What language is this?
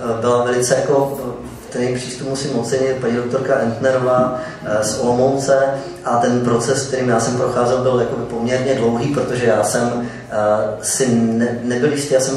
Czech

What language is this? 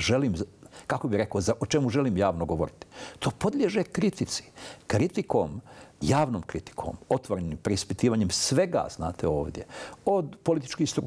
Bosnian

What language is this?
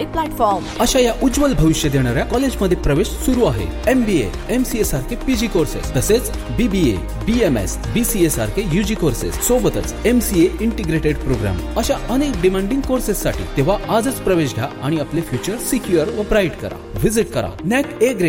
Marathi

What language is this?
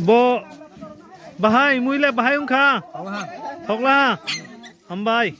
Kok Borok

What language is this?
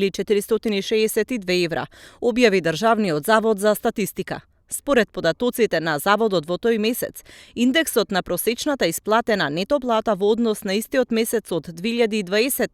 Macedonian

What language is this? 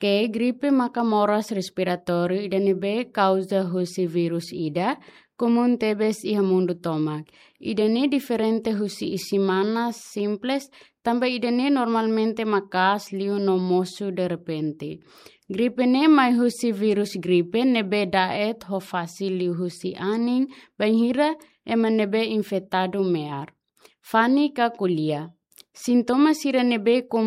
Tetum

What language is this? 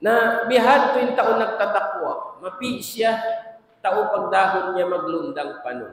Tausug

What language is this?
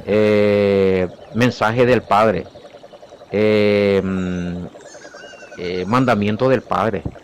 Guarani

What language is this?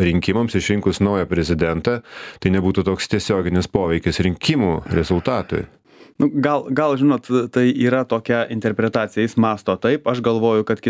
Lithuanian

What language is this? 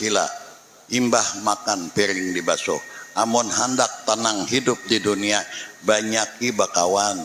Banjar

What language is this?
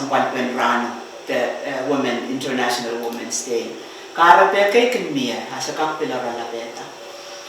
Pohnpeian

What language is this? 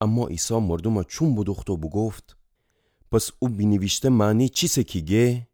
Gilaki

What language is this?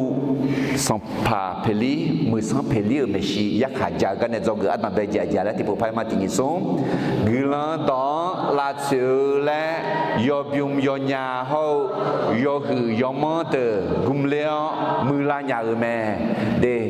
Akha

